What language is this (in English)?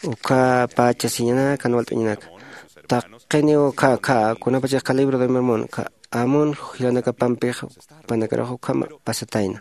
Aymara